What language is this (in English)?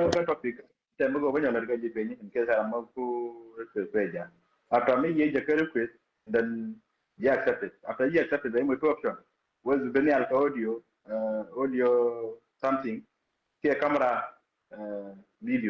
Nuer